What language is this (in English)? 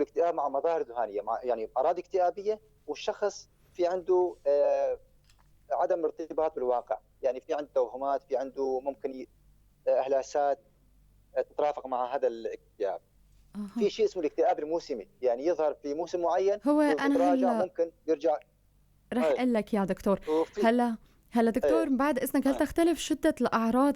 North Levantine Arabic